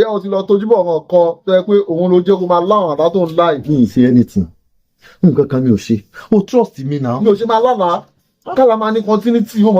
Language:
Yoruba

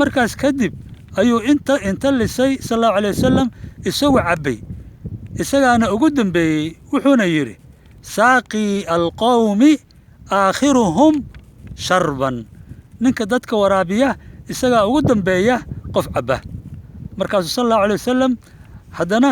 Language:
Somali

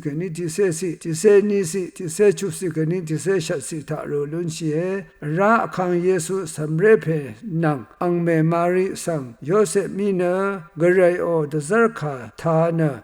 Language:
Rawang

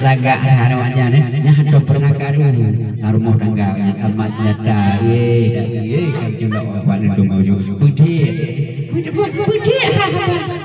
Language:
Achinese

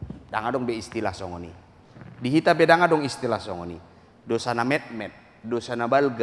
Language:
Batak Toba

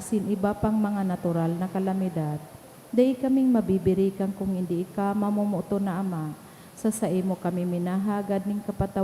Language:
Bikol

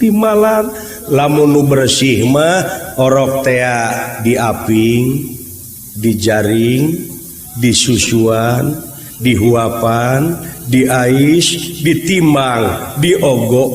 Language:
Sundanese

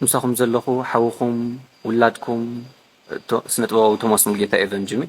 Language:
Tigrinya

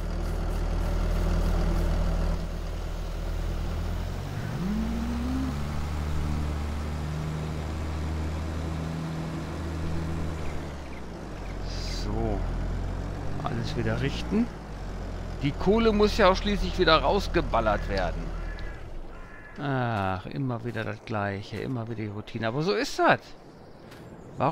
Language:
German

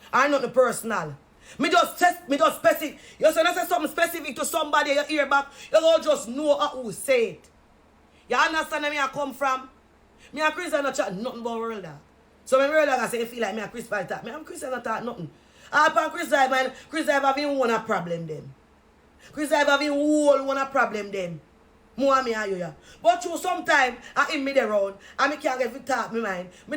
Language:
Jamaican Creole English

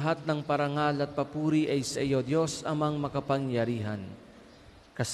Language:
Filipino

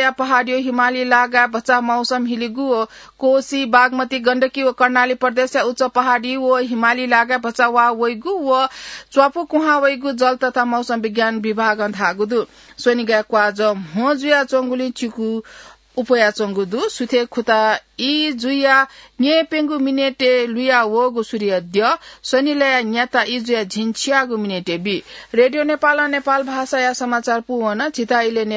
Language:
Newari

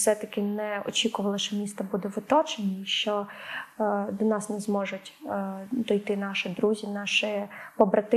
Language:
Ukrainian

